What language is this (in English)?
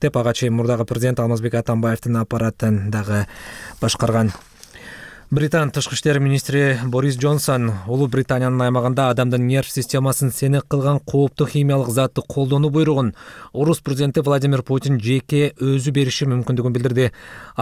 Kyrgyz